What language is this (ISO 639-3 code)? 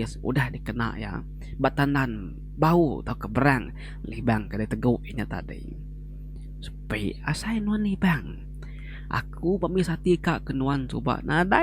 iba